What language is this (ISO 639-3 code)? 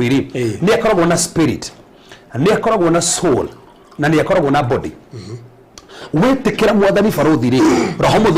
kik